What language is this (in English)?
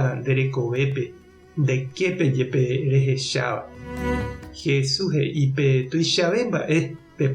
Guarani